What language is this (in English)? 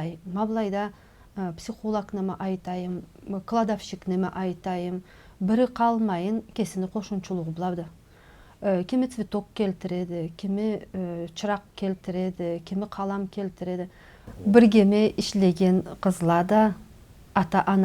Karachay-Balkar